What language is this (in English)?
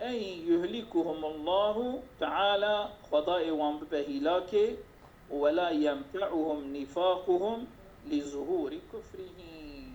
Kurdish